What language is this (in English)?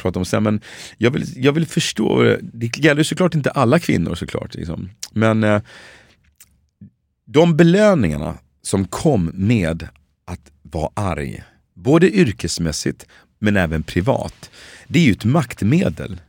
Swedish